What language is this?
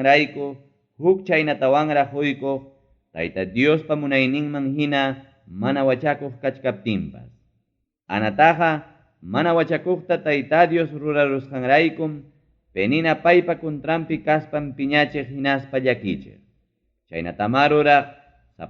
Ayacucho Quechua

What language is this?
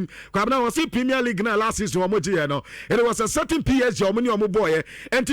Akan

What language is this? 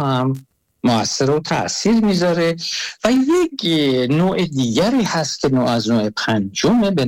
Persian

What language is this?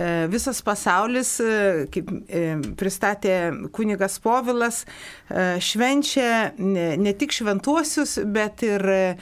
Lithuanian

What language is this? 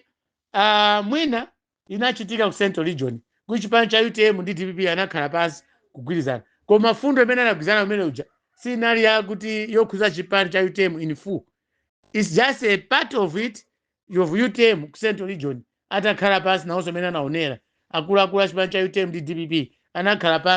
Nyanja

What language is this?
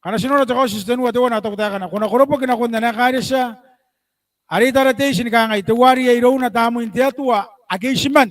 Gilbertese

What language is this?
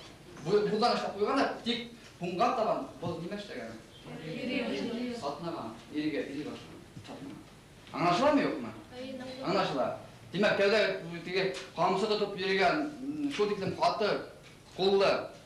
Bashkir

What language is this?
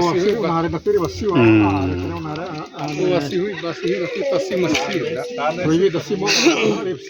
Xavánte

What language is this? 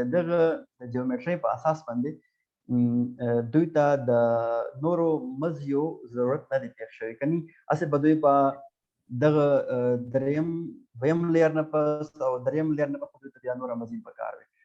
Pashto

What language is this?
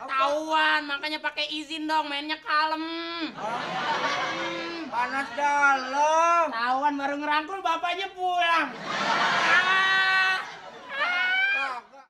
Betawi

